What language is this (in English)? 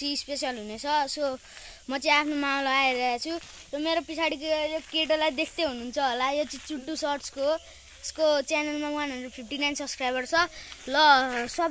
Nepali